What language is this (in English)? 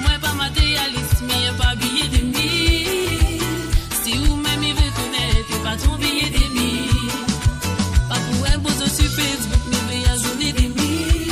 Morisyen